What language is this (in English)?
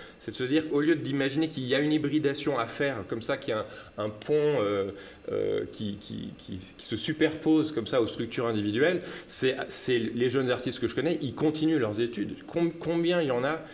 French